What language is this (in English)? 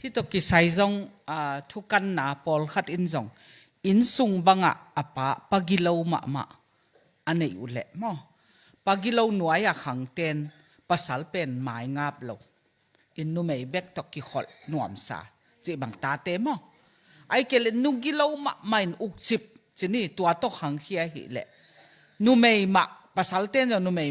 Tedim Chin